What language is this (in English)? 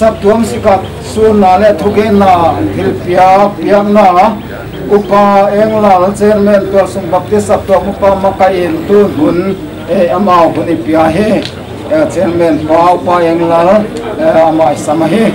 Paite Chin